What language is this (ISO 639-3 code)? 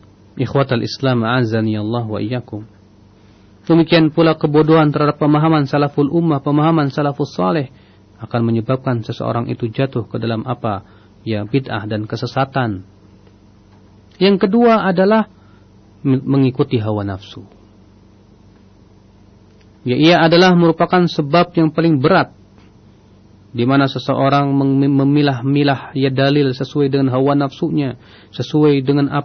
ind